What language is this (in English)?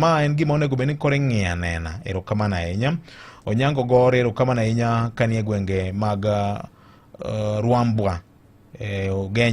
Luo (Kenya and Tanzania)